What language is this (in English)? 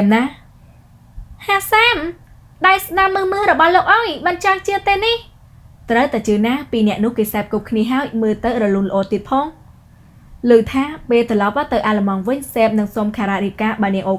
Khmer